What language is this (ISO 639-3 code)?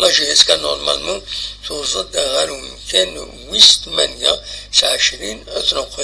kab